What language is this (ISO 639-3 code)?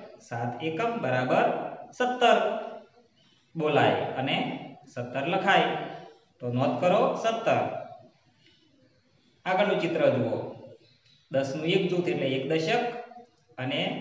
guj